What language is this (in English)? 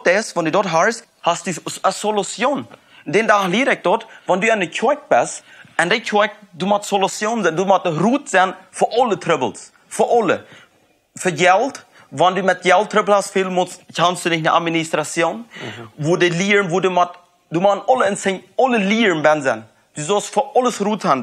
Plautdietsch